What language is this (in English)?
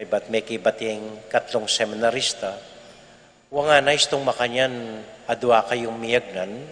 Pampanga